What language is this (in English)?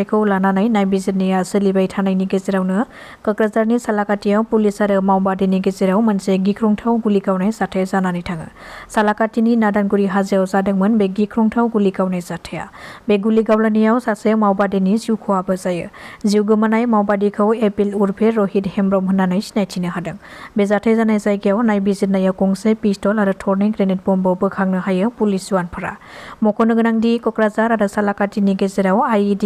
Bodo